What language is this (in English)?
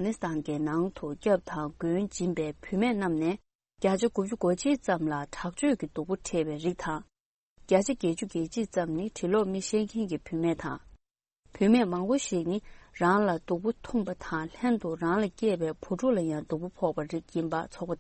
Tibetan